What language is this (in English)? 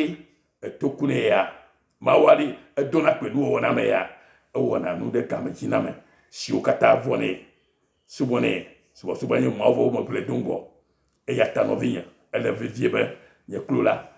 Ewe